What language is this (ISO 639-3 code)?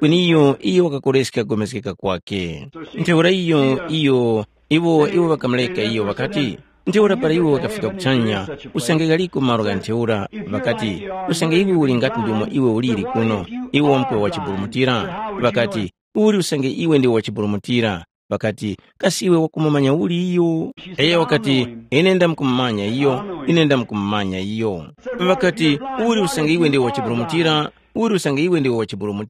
tum